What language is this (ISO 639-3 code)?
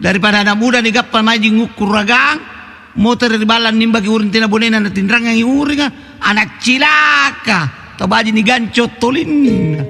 mak